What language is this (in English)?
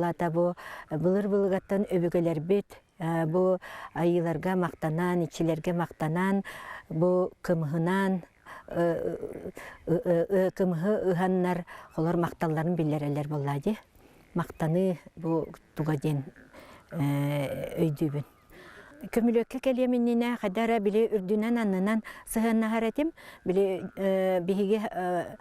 Yakut